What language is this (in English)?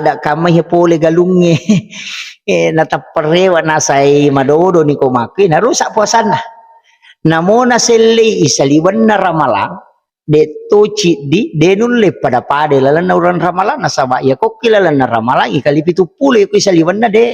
Buginese